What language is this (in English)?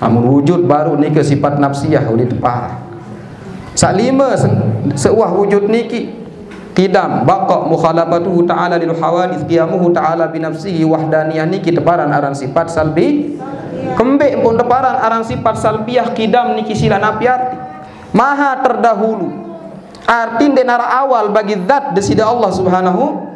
Sasak